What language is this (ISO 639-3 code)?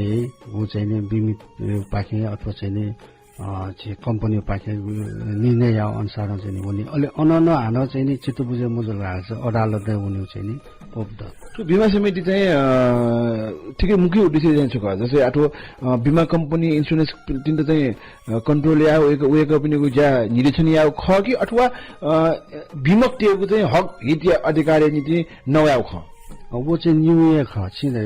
new